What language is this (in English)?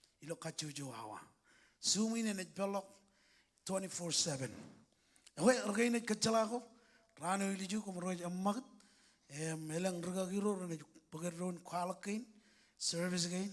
Marshallese